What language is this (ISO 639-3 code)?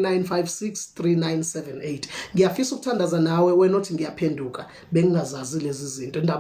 zul